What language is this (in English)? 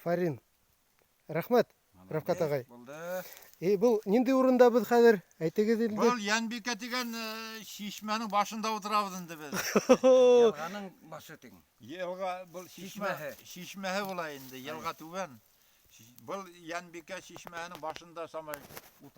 Bashkir